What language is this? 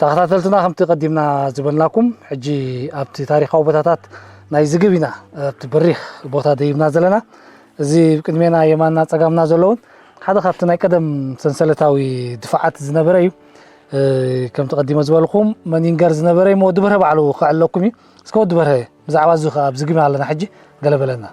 Tigrinya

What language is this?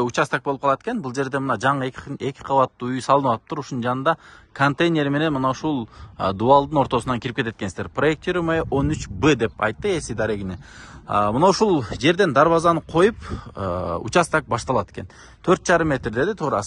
Kyrgyz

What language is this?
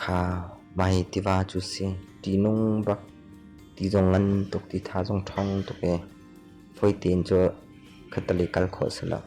Hakha Chin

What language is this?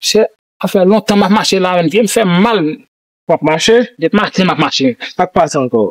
Haitian Creole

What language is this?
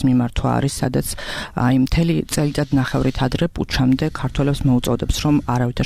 Georgian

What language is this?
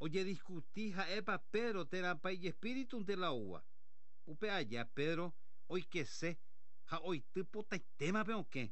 Guarani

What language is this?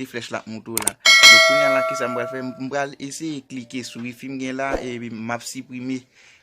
Haitian Creole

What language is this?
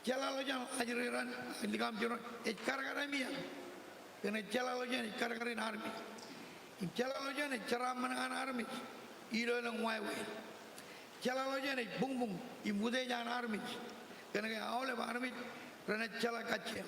Marshallese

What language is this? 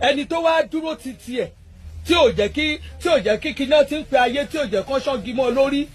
Yoruba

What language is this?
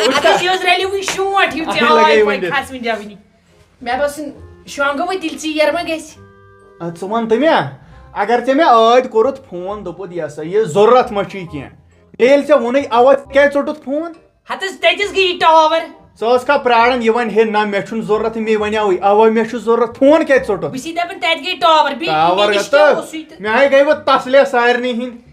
Kashmiri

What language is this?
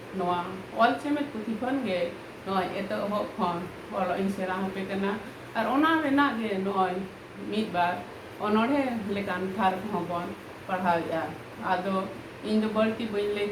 Santali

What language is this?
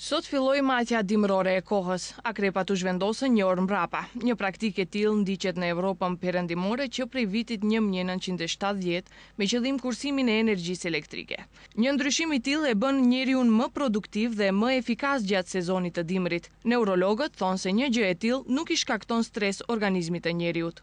Albanian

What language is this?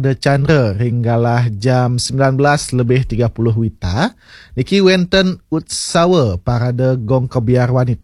Balinese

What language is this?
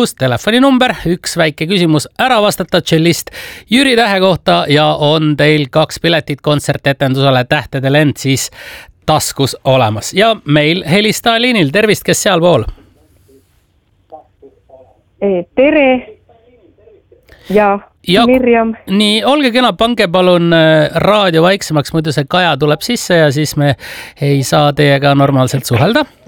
Estonian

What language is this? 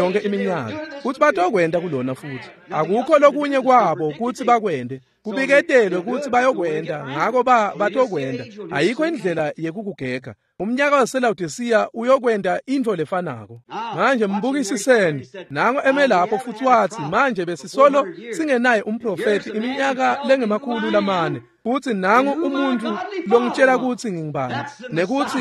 Swati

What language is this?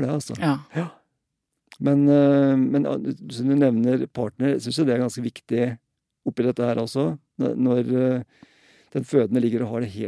Norwegian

